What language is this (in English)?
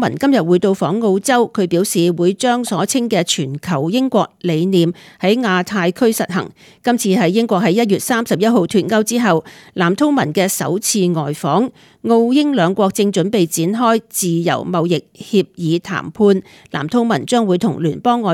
Cantonese